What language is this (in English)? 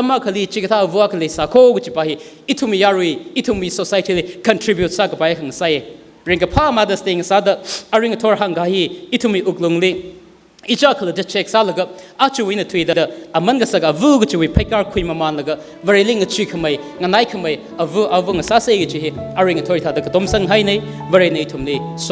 Tangkhul Naga (India)